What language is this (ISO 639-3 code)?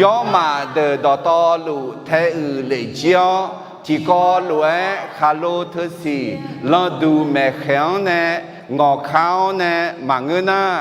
ahk